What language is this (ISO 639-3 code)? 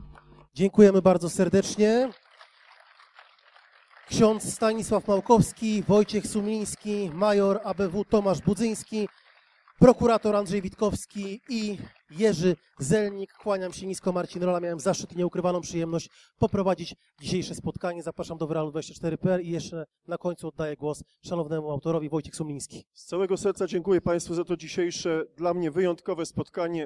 pol